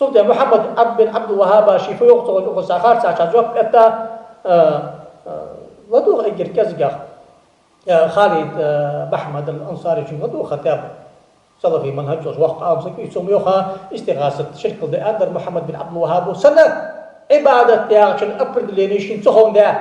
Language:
Ingush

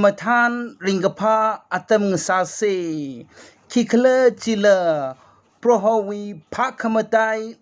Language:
Tangkhul Naga (India)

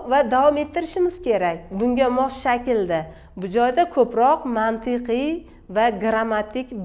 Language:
Uzbek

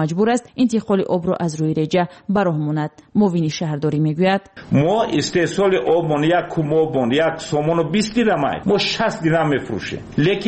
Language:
Persian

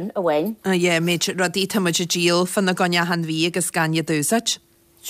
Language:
Irish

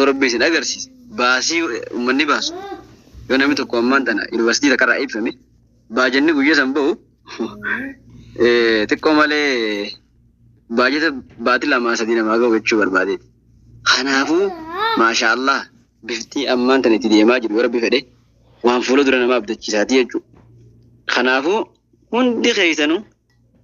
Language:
Oromo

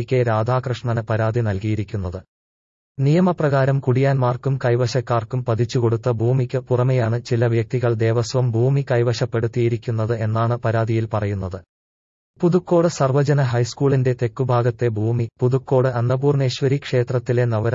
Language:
Malayalam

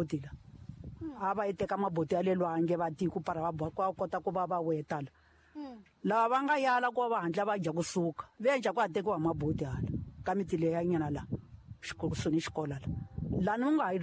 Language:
Tsonga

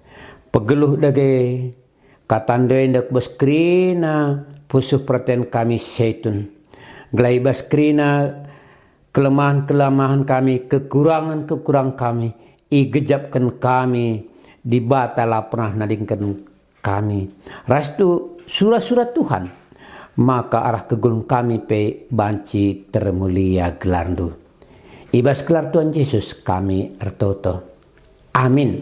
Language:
Batak Karo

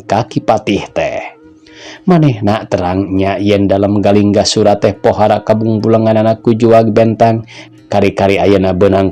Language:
Sundanese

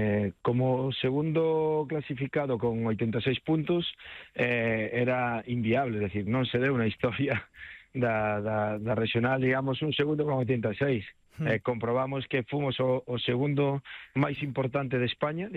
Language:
Galician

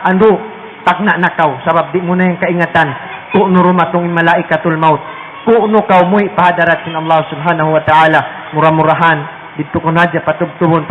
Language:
Tausug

